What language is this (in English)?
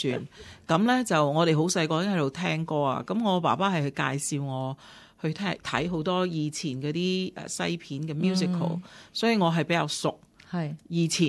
Cantonese